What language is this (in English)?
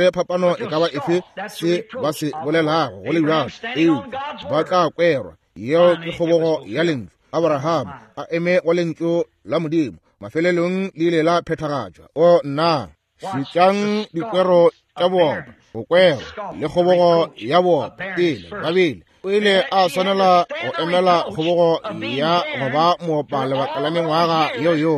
Northern Sotho